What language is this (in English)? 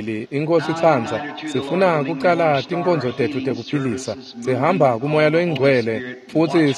Swati